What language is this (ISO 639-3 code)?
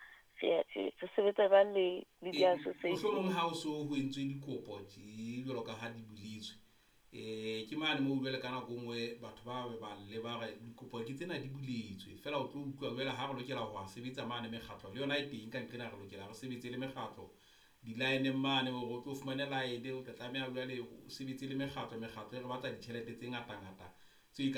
sot